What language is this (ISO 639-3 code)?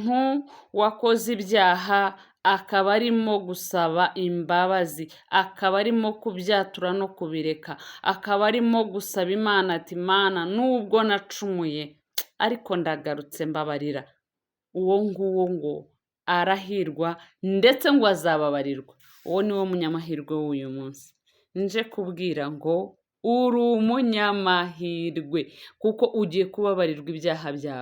kin